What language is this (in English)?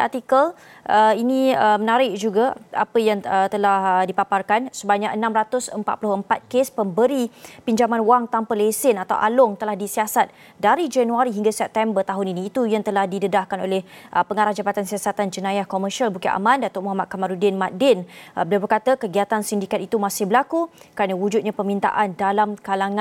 Malay